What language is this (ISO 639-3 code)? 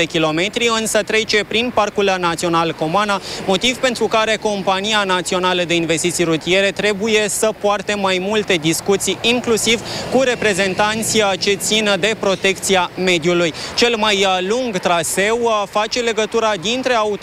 ron